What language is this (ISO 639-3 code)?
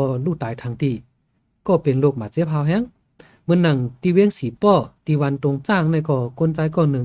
shn